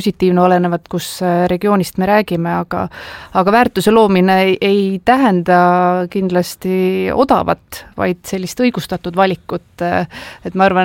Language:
Estonian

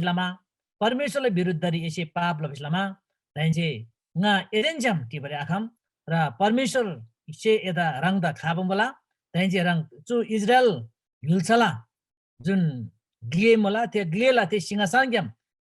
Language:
Eastern Tamang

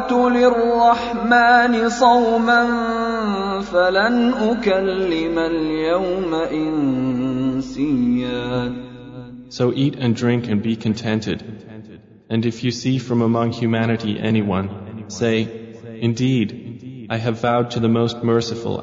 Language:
Arabic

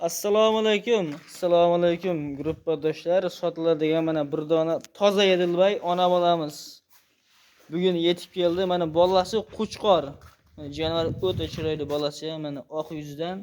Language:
Uzbek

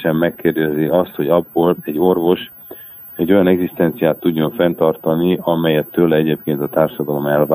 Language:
Hungarian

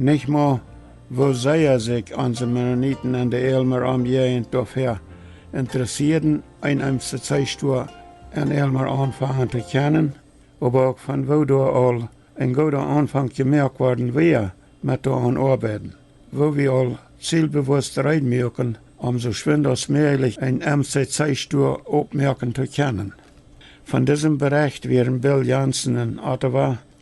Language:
Plautdietsch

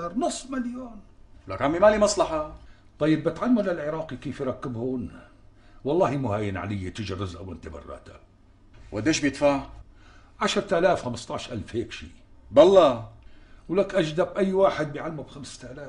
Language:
North Levantine Arabic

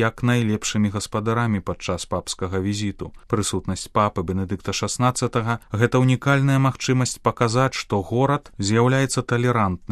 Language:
Belarusian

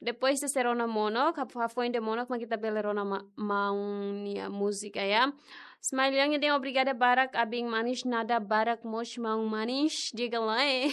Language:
Tetum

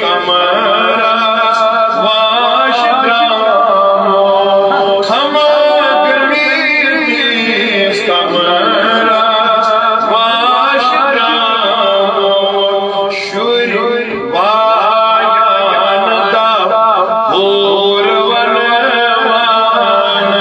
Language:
Kashmiri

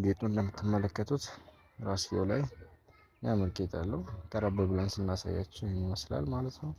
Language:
Amharic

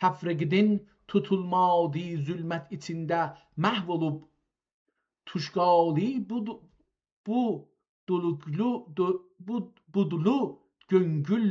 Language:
South Azerbaijani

